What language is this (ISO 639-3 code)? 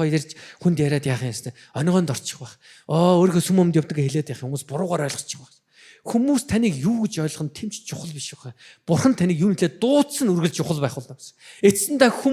mon